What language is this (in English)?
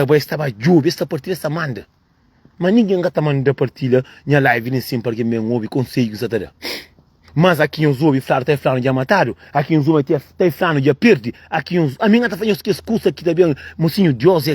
Kabuverdianu